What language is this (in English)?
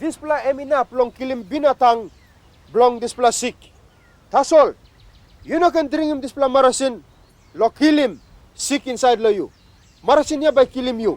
Tok Pisin